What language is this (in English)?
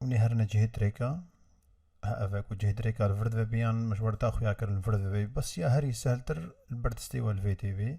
Kurdish